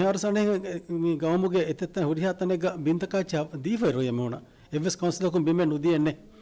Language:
Divehi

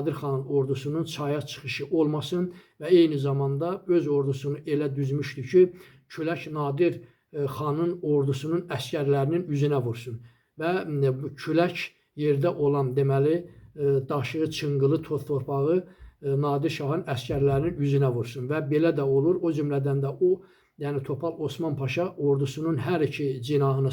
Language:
Azerbaijani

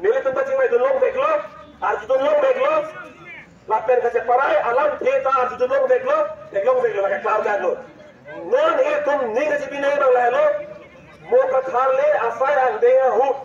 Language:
Karbi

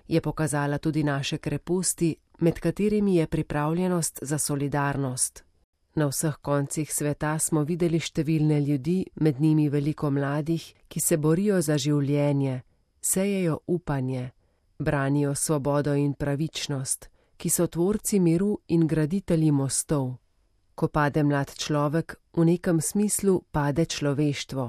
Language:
Slovenian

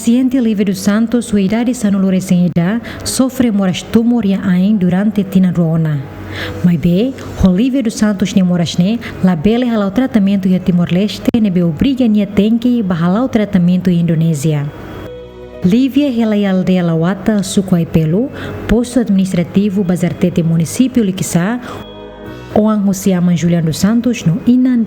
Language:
Tetum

